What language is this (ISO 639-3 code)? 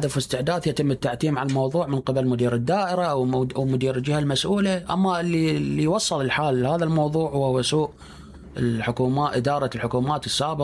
acm